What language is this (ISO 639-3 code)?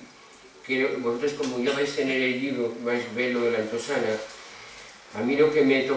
ast